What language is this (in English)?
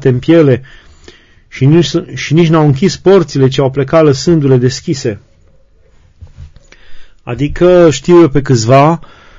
Romanian